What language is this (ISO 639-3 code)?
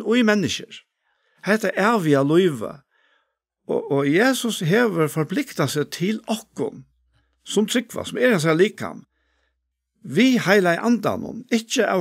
fao